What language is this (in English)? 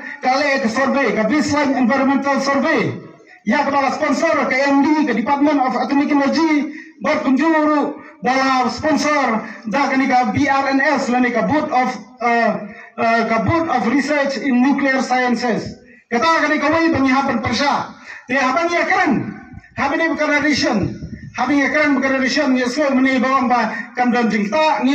Khasi